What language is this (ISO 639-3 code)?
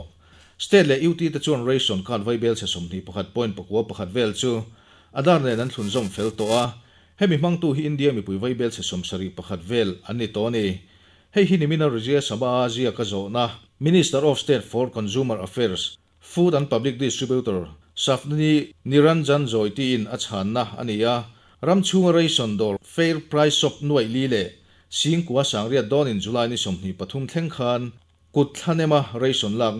lus